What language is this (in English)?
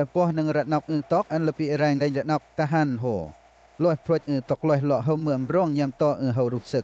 Western Lawa